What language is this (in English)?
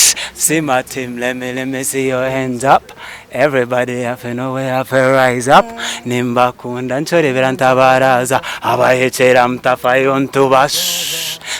Nyankole